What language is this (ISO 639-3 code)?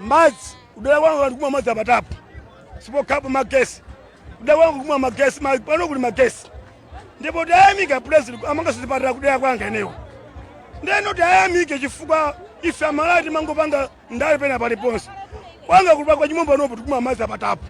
nya